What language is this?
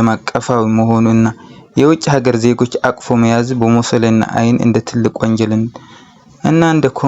Amharic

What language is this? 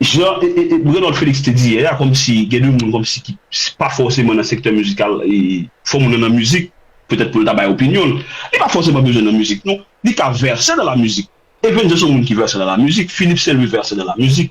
Haitian Creole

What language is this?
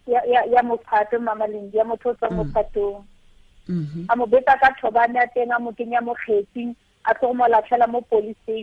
Tswana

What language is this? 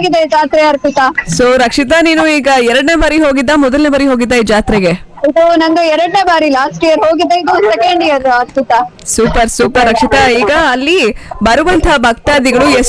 Kannada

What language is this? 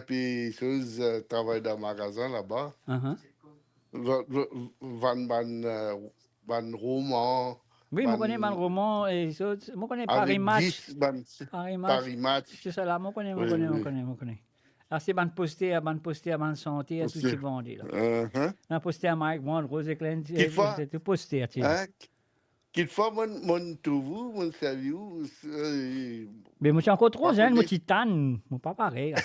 Morisyen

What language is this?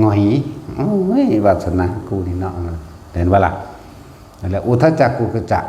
Lao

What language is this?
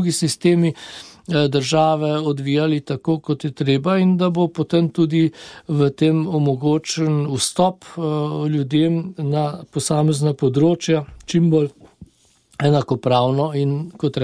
Slovenian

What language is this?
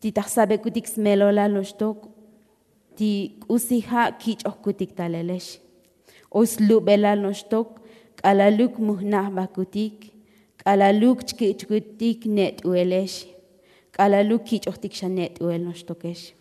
Tzotzil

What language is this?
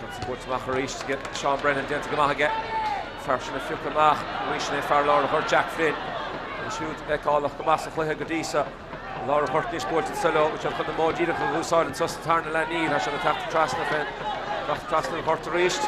Irish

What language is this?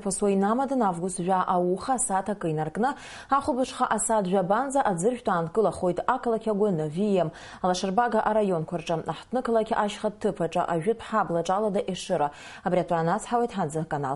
Abkhazian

